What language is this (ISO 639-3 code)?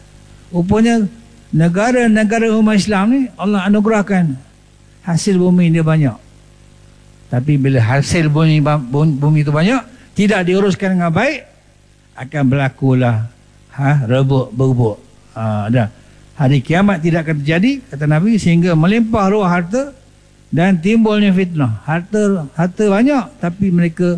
msa